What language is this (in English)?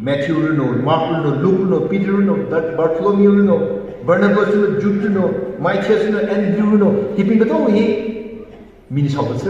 Tangkhul Naga (India)